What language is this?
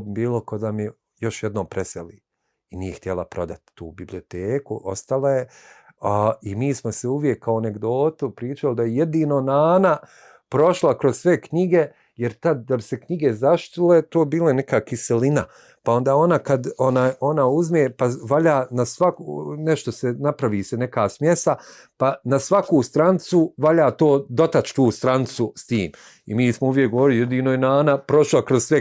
Bosnian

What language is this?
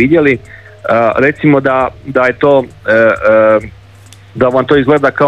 Croatian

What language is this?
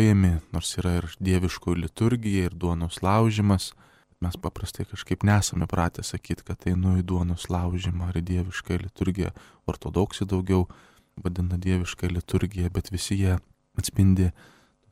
Lithuanian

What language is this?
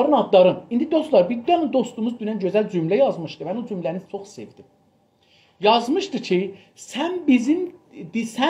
South Azerbaijani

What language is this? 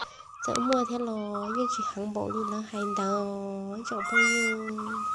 Hmong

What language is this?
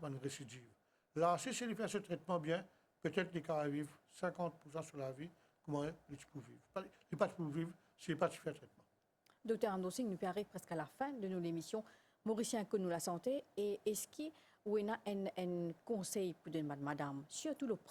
Morisyen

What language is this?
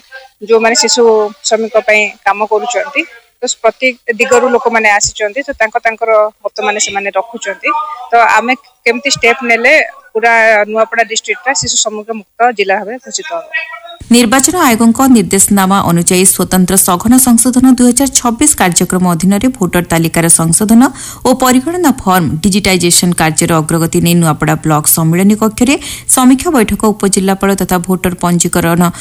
Odia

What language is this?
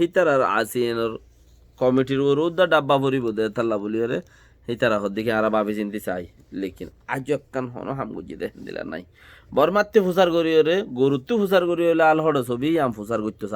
Rohingya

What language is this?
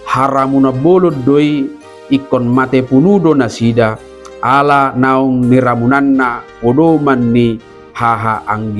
Batak Toba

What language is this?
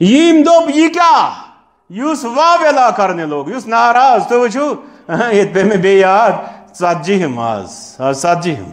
Kashmiri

